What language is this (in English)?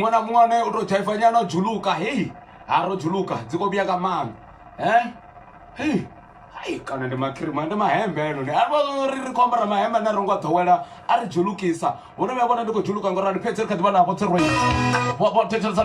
Venda